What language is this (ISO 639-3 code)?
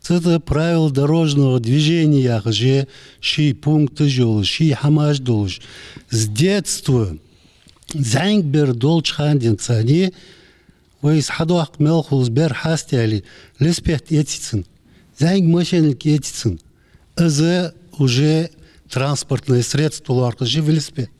inh